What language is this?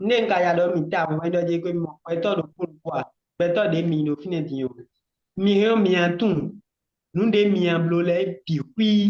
Fon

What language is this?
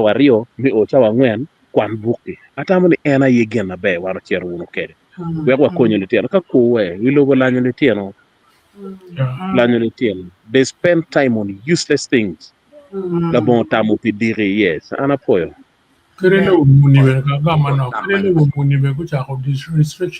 Acoli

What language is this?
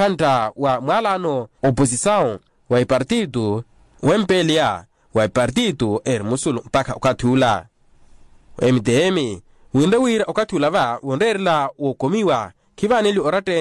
Makhuwa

